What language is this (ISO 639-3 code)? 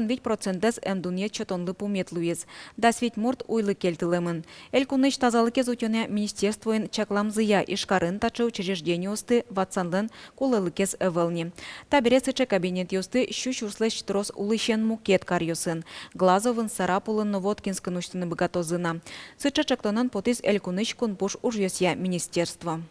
udm